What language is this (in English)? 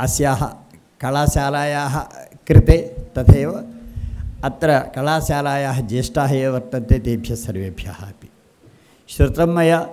Sanskrit